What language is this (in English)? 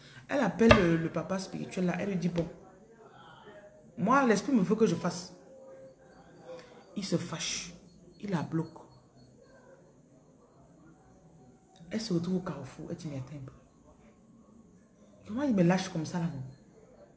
French